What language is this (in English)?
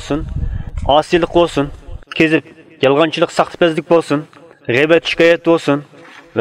Uyghur